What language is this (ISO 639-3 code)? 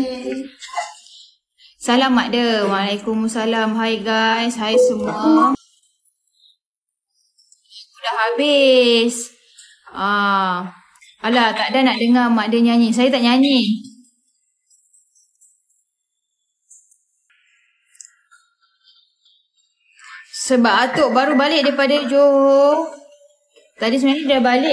msa